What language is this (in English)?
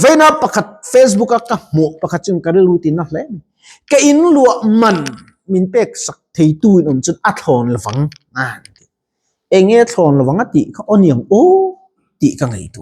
Mizo